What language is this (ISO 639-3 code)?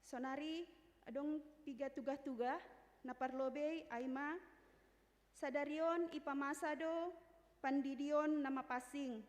bts